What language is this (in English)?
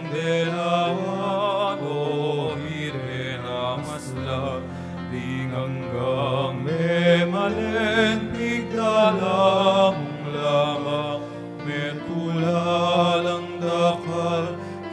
Pampanga